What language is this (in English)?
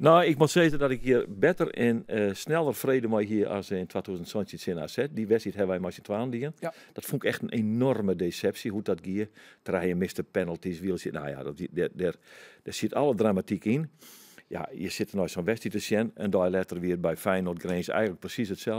Western Frisian